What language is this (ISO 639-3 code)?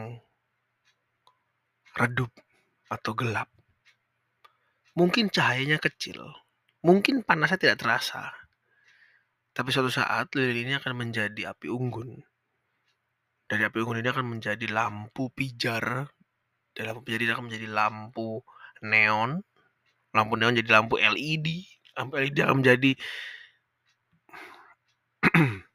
ind